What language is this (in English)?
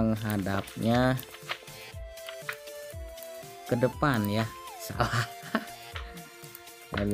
Indonesian